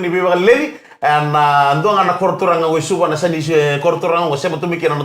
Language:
Fijian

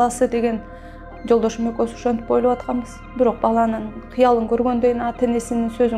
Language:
Kyrgyz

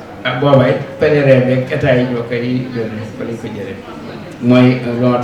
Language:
Wolof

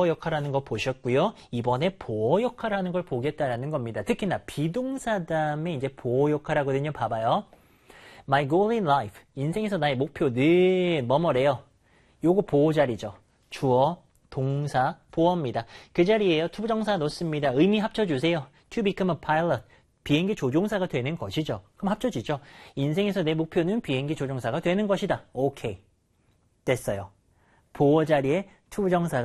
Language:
Korean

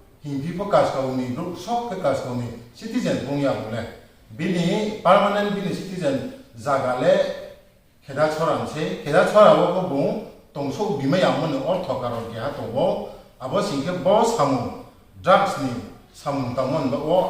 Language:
Riang (India)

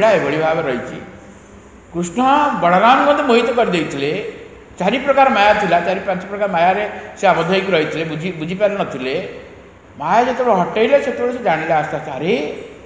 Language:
Odia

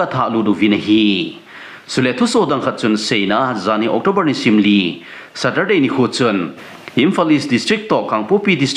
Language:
Thado Chin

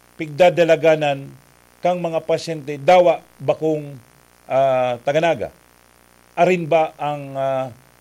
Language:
Bikol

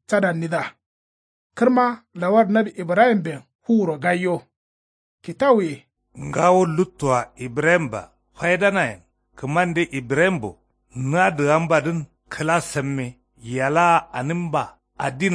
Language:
Kanuri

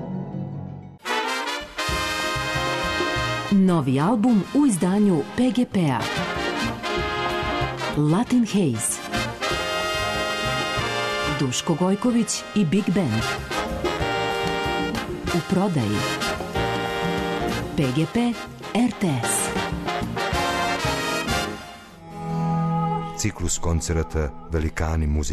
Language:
Serbian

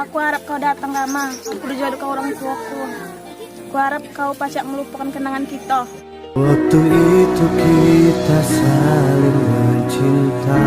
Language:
Musi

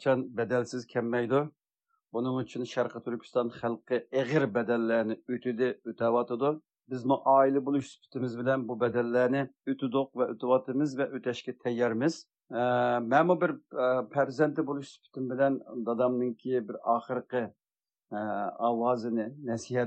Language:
Uyghur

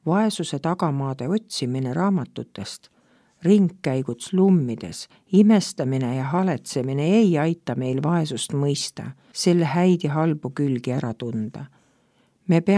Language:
Estonian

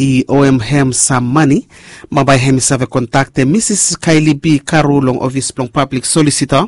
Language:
Bislama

